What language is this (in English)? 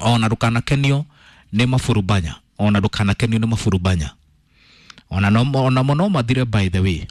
Kikuyu